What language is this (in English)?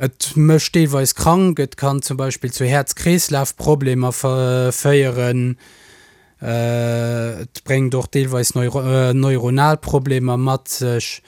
Luxembourgish